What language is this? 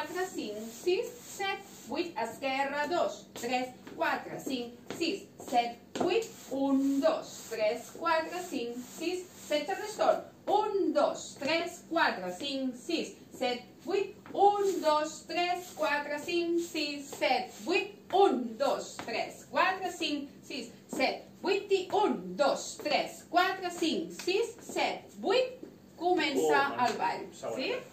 Catalan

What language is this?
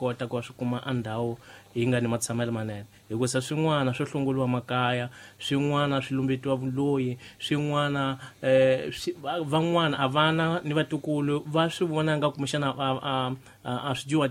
Tsonga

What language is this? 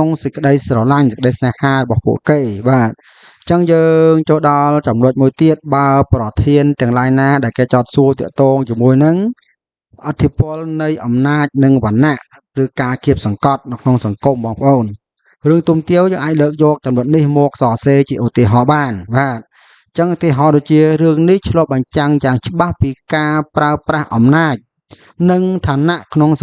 Khmer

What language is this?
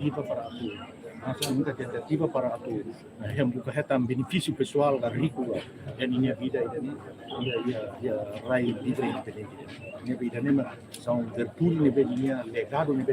Tetum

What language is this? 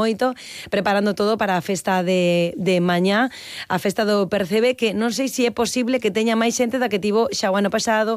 Galician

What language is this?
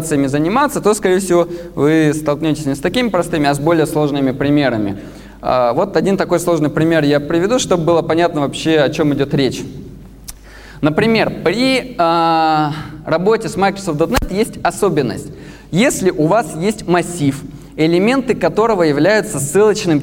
Russian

